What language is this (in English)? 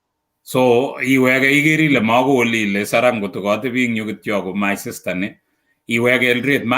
Kalenjin